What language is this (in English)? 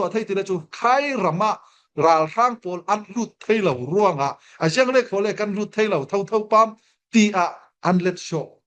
Falam Chin